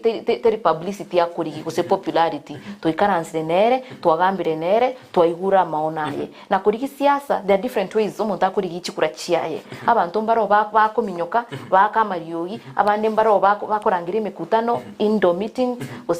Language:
Gusii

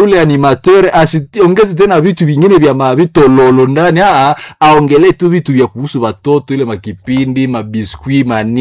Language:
Swahili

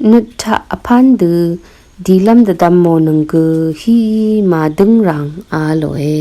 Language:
Rawang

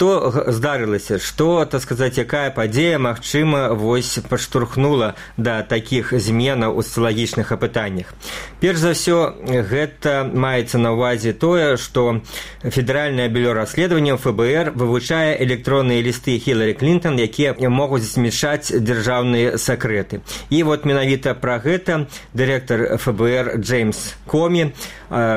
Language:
Belarusian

